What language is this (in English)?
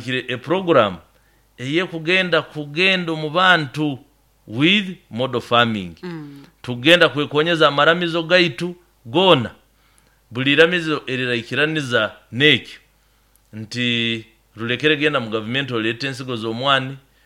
Nyoro